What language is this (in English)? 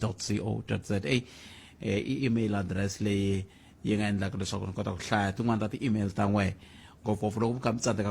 Tsonga